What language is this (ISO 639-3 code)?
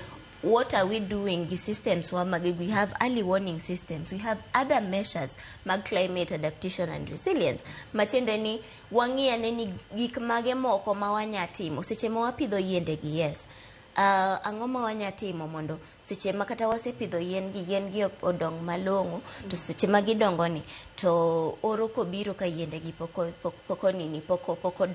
luo